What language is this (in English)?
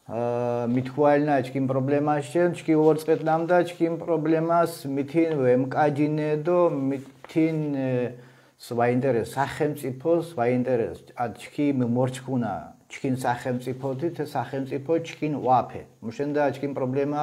Mingrelian